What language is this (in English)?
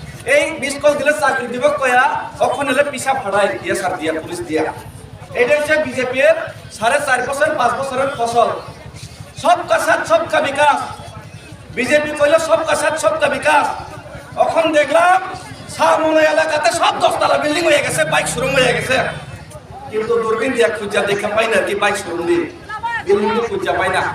Kok Borok